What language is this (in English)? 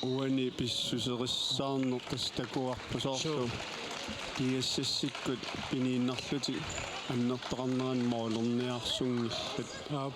Kalaallisut